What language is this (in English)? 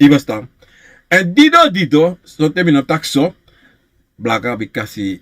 Sranan Tongo